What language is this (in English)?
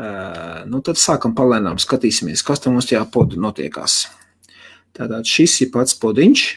Latvian